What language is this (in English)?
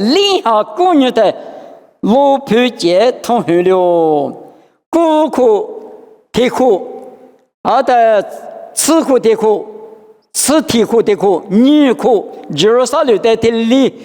Lisu